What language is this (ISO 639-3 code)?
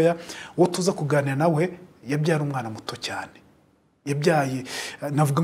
kin